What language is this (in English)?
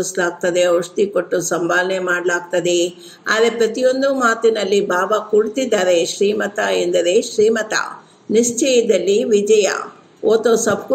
Kannada